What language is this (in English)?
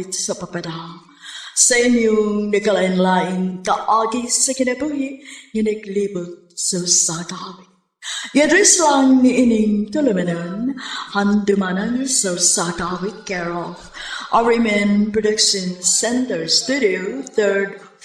Cebuano